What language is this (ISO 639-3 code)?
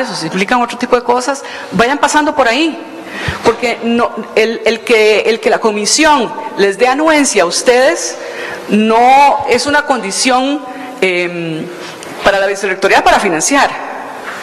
spa